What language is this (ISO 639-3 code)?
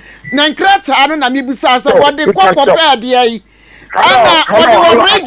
aka